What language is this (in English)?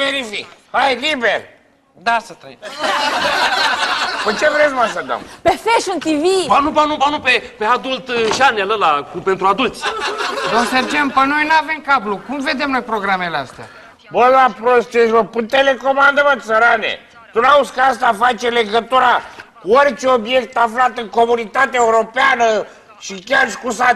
Romanian